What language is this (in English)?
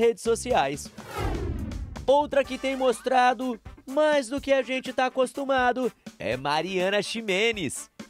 Portuguese